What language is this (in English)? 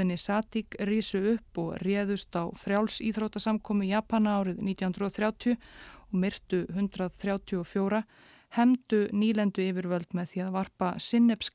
Icelandic